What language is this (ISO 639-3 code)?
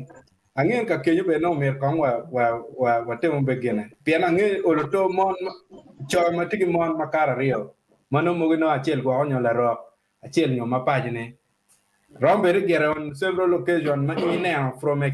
ach